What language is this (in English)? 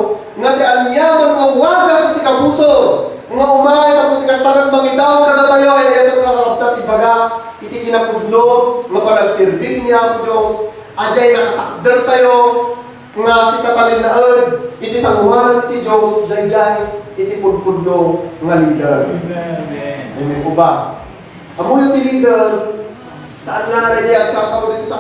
Iloko